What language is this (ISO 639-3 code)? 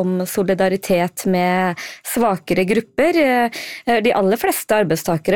nor